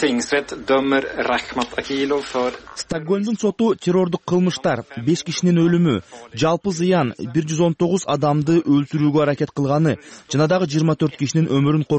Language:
Kyrgyz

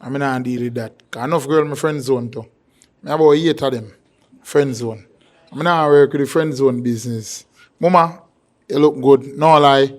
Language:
Jamaican Creole English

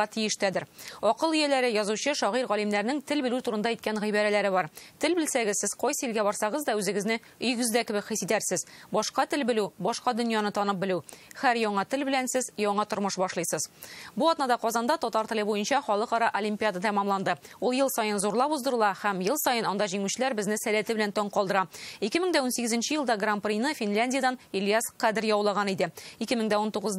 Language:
Tatar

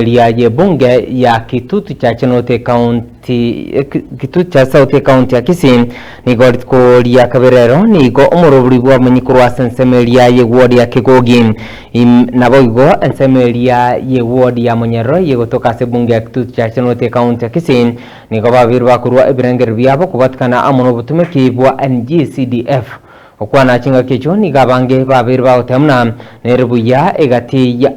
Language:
Gusii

